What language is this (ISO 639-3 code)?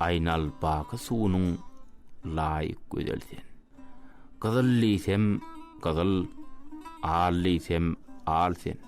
tuk